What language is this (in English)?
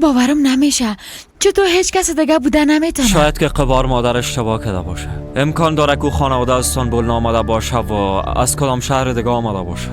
Persian